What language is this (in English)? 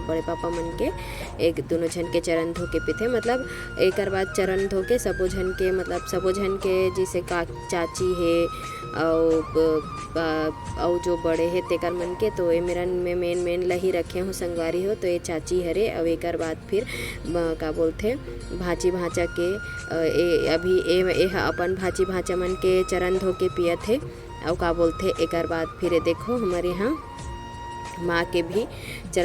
Chhattisgarhi